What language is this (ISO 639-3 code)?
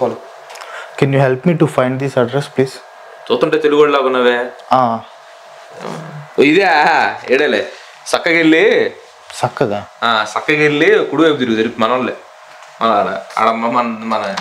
tel